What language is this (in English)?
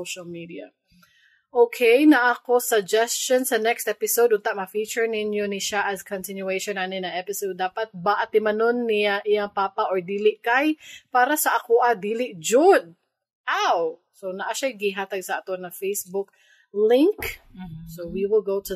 Cebuano